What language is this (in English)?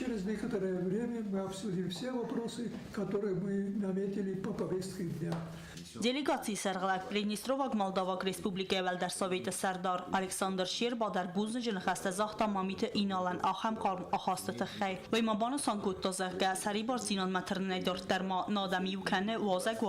Ossetic